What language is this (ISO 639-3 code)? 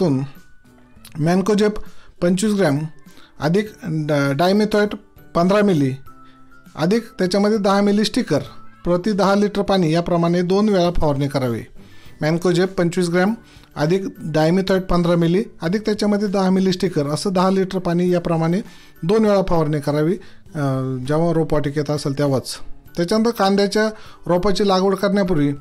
mar